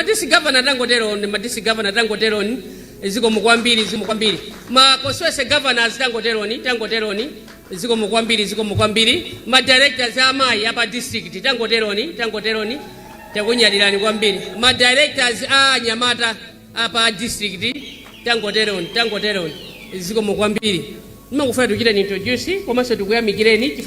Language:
Nyanja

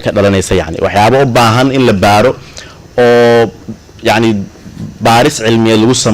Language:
Somali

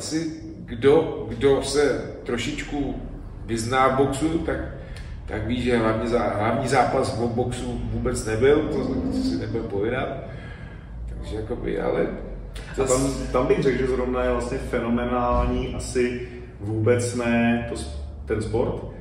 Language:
Czech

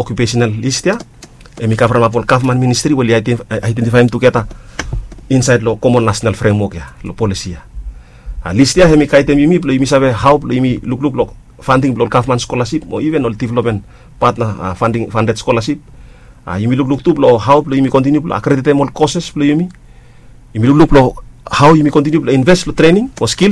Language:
Bislama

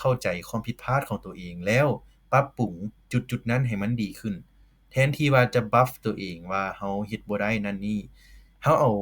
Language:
Lao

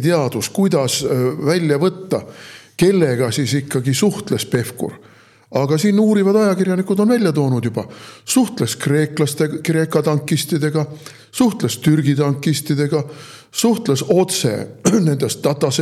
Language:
Estonian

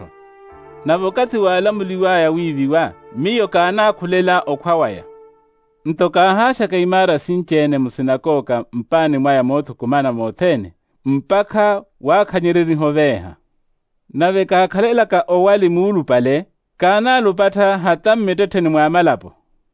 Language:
Makhuwa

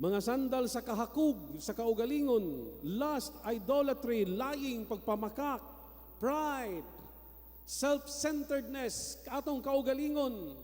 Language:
Cebuano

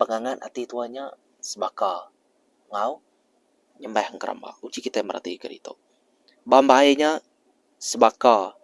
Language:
Iban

